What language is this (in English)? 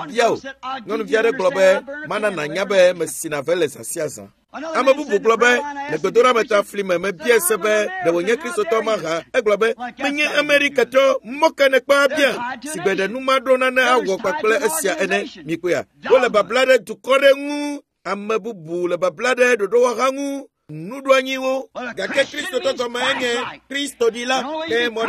Ewe